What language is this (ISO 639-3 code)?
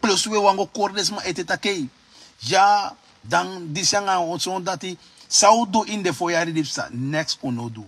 srn